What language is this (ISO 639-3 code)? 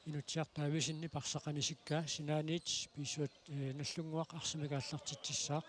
kal